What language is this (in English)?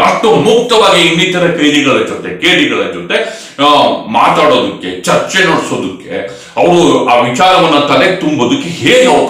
Kannada